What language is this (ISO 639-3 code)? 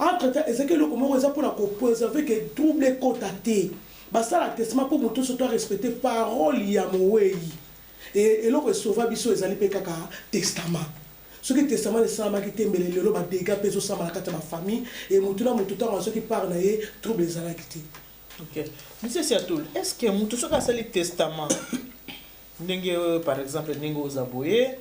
lin